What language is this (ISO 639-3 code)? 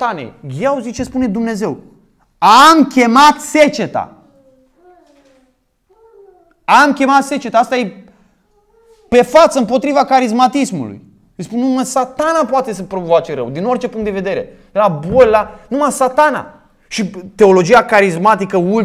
ron